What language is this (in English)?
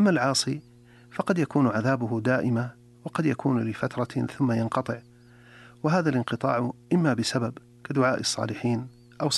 Arabic